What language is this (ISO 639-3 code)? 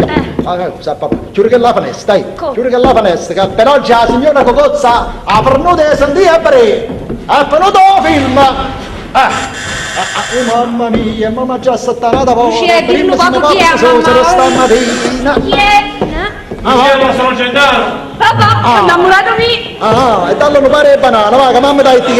nap